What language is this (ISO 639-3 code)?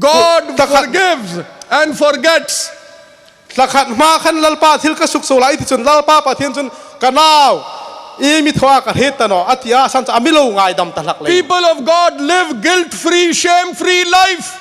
hmr